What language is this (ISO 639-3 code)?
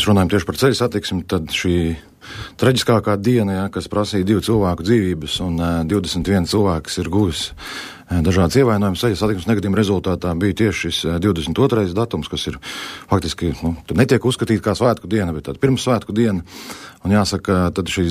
lav